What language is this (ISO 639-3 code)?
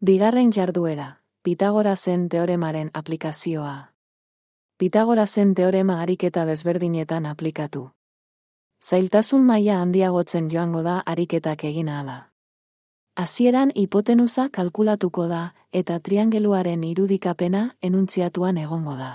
eus